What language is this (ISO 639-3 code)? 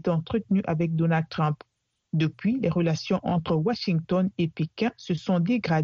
fra